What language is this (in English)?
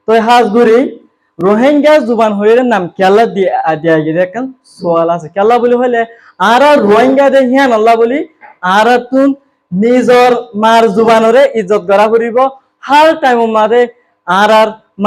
Rohingya